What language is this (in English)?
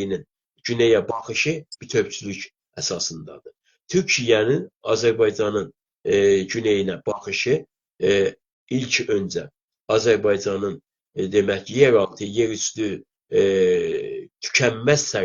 South Azerbaijani